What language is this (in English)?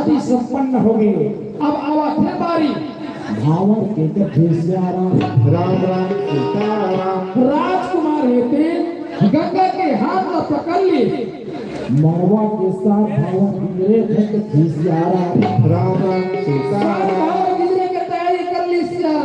Chhattisgarhi